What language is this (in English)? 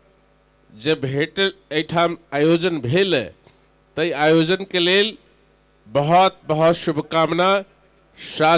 Maithili